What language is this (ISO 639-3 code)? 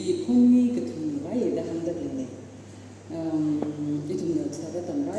nmf